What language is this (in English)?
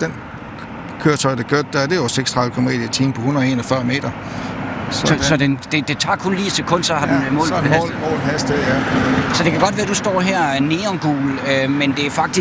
Danish